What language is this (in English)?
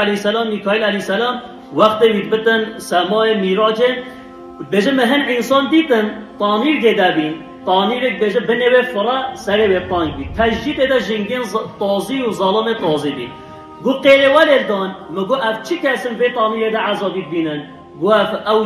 Kurdish